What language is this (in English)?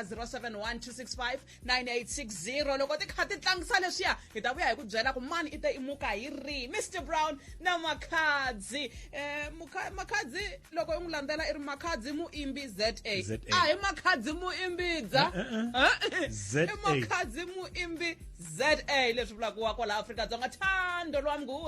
Tsonga